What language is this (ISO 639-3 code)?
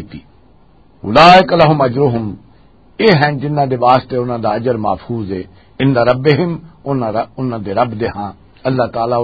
lah